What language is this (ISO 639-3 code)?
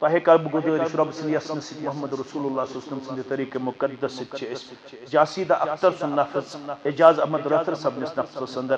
kas